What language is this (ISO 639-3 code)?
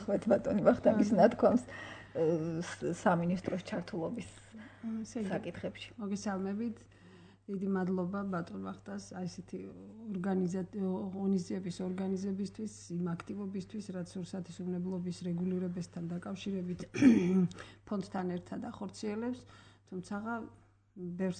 kat